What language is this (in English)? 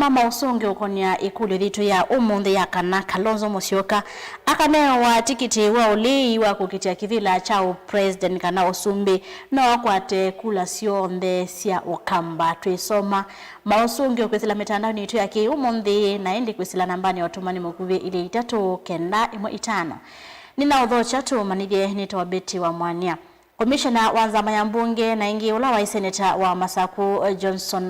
Kamba